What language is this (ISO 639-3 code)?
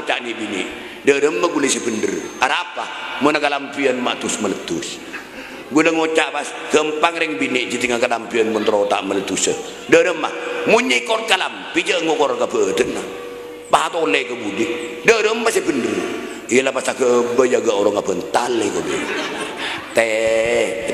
mad